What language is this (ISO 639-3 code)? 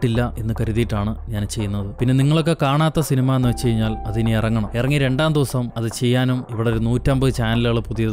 mal